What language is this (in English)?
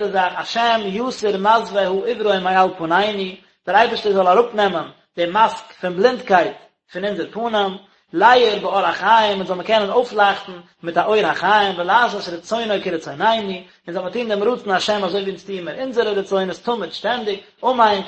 Yiddish